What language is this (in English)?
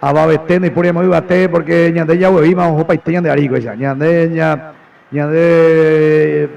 Guarani